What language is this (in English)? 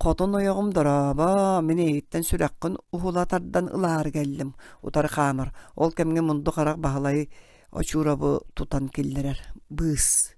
Yakut